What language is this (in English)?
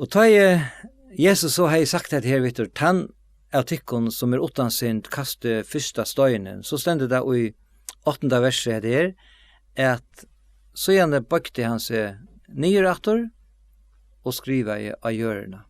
Faroese